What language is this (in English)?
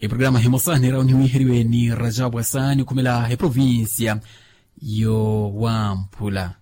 Makhuwa